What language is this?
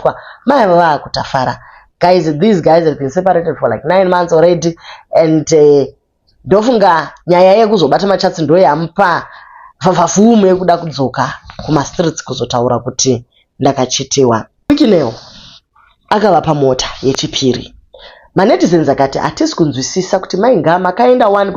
Shona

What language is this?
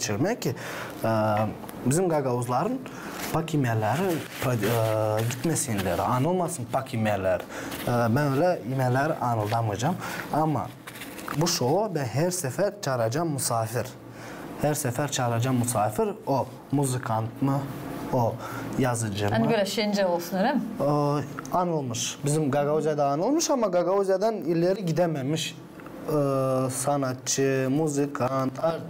Gagauz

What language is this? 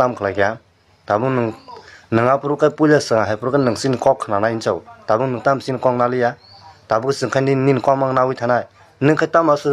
Kok Borok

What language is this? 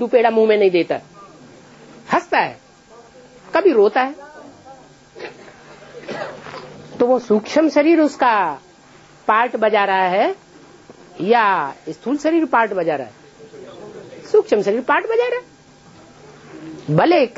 Hindi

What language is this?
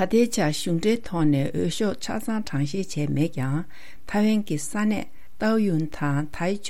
Tibetan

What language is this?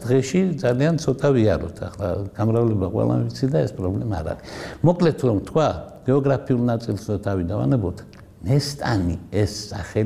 Georgian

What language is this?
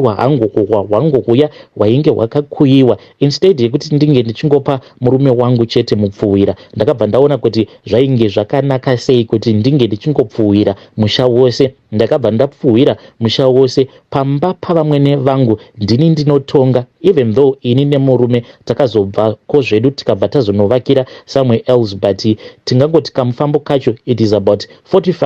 Shona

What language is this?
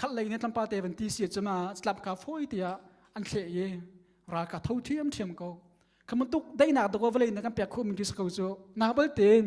Hakha Chin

